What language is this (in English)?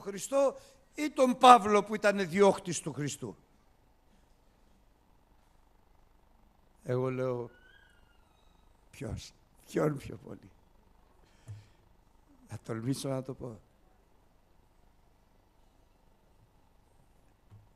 Greek